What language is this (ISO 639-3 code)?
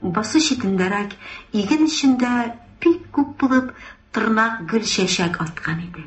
tat